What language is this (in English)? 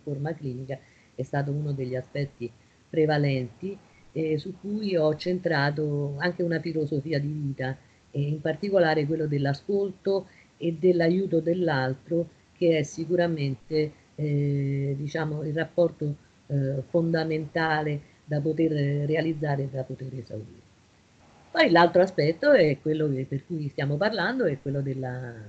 Italian